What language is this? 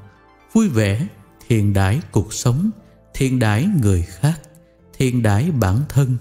Vietnamese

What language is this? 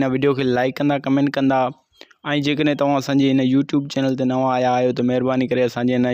Sindhi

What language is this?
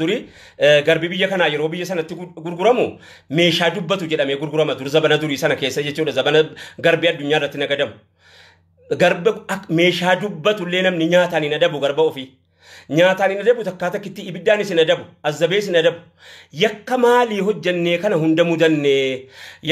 Oromo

